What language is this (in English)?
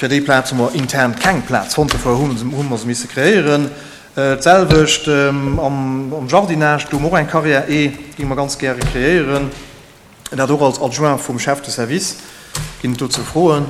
Luxembourgish